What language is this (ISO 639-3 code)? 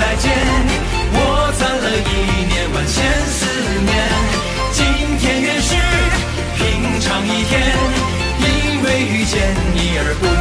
zho